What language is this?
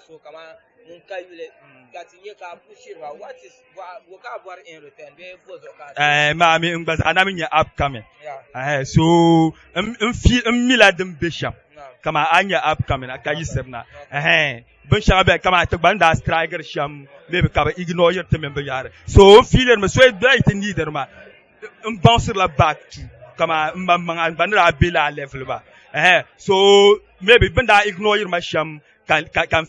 Dagbani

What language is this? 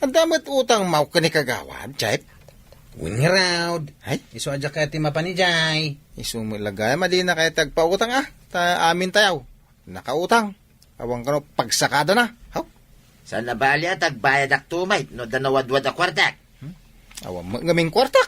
Iloko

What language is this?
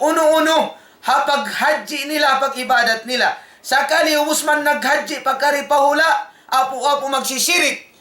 Tausug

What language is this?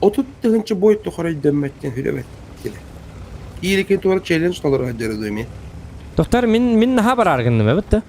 Yakut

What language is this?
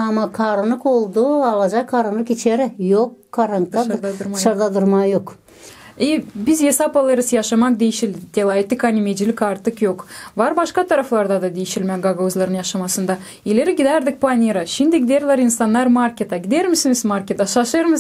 Gagauz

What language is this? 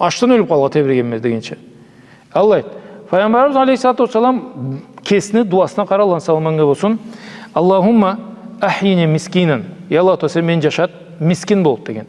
Karachay-Balkar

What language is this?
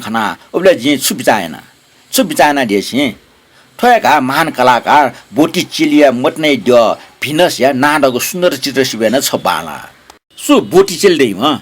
Newari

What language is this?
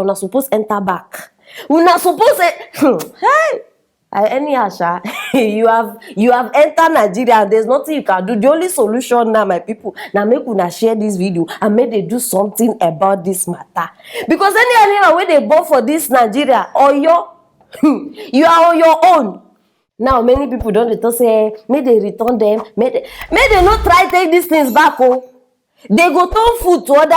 Nigerian Pidgin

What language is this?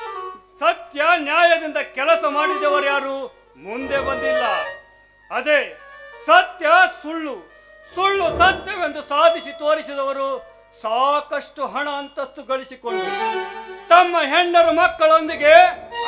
Kannada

